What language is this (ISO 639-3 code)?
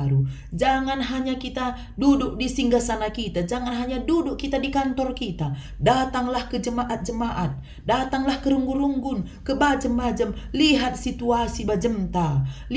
btx